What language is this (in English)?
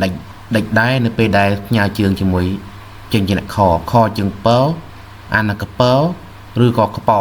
Khmer